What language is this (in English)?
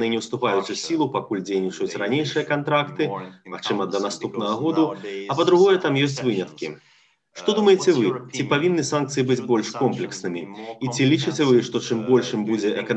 Belarusian